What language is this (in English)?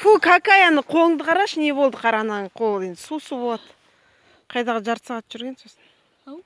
Kazakh